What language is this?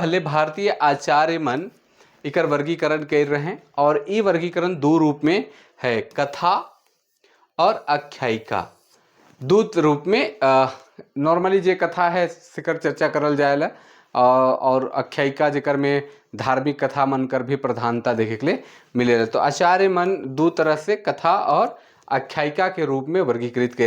Sadri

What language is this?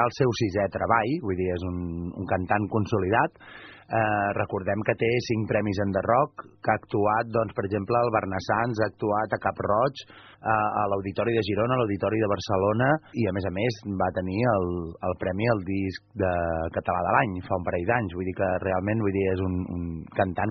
Catalan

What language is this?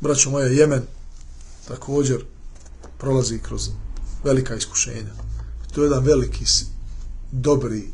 Bosnian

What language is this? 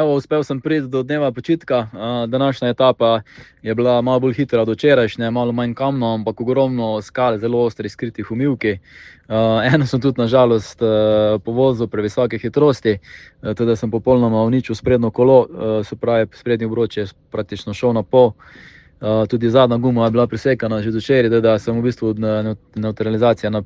Slovenian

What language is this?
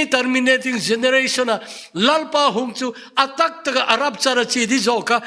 Thado Chin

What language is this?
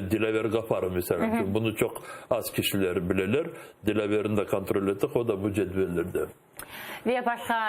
Crimean Tatar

